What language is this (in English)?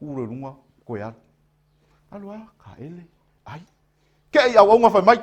Samoan